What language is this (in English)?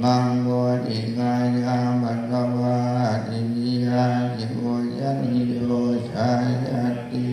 Pali